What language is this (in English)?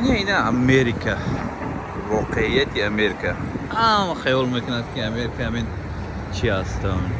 Tajik